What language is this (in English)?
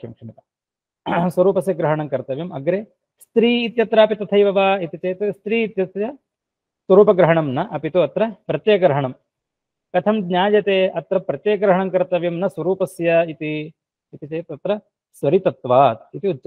Sanskrit